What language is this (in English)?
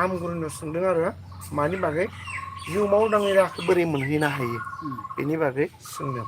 Bodo